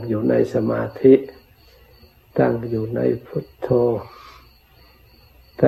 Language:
Thai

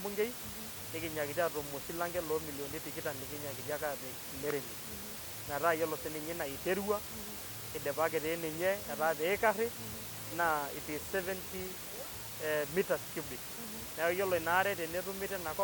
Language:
Masai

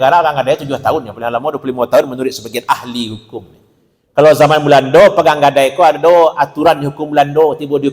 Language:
Minangkabau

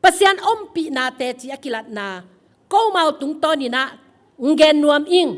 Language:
Tedim Chin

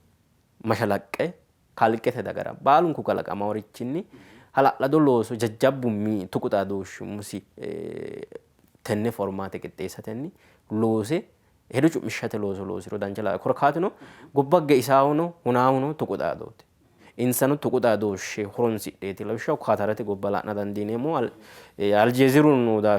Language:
Sidamo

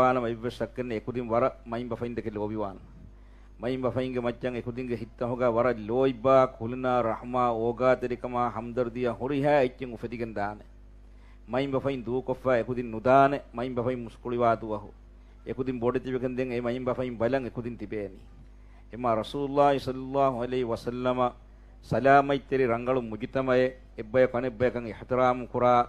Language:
Divehi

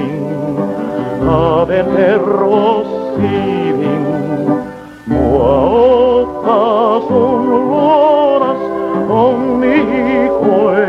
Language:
Finnish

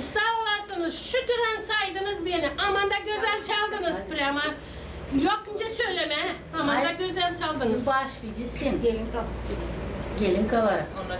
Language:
Gagauz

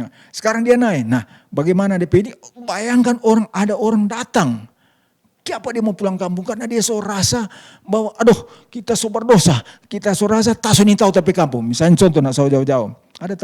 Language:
Manado Malay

